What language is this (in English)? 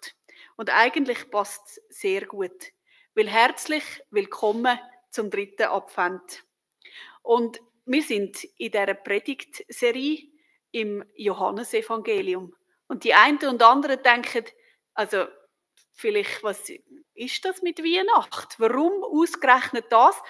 Swiss German